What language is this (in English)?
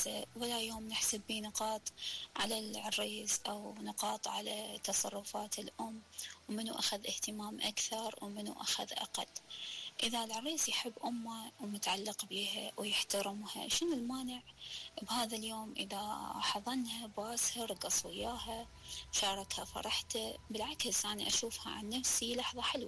Mesopotamian Arabic